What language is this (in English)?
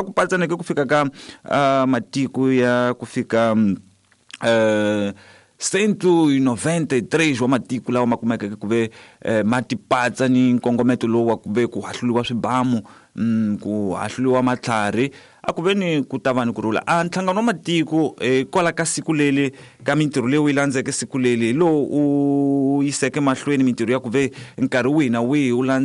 Tsonga